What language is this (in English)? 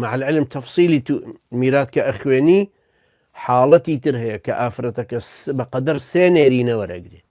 Central Kurdish